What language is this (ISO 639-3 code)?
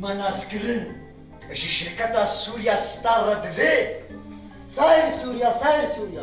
kur